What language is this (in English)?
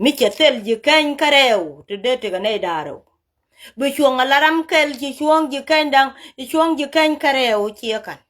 Nuer